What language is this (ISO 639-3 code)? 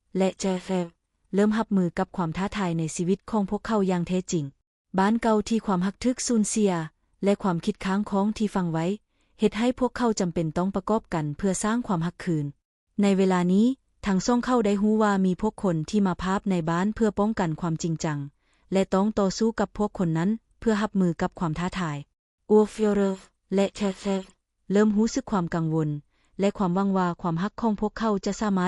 lao